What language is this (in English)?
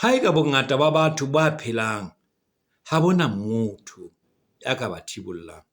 Southern Sotho